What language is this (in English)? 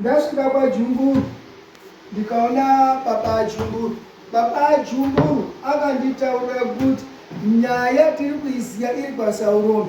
Shona